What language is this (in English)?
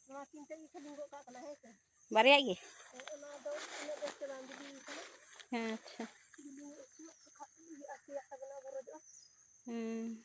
Santali